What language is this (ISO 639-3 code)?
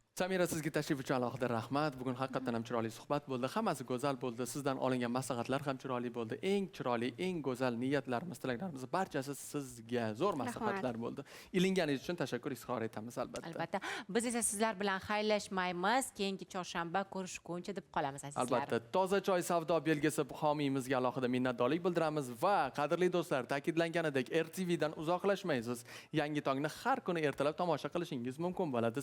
uzb